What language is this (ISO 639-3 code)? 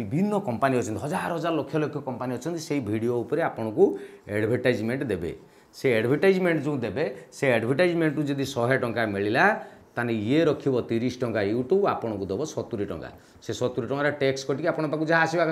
ori